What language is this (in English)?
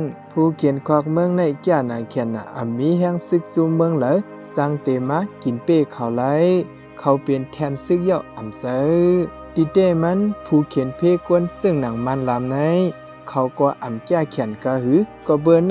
Shan